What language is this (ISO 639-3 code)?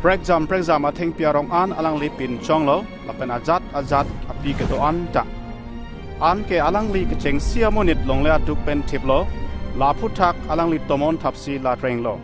mjw